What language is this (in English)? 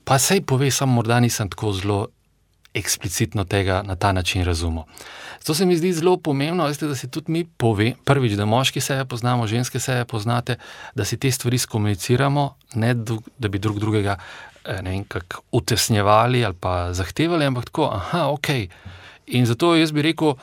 Slovenian